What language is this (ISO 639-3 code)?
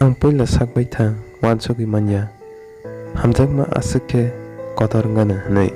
trp